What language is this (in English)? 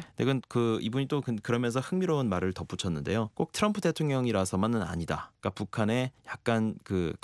Korean